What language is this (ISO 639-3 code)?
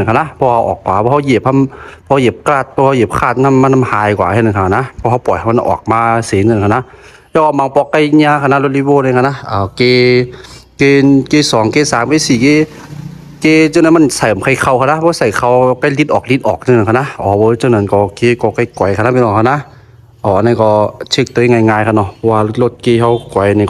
shn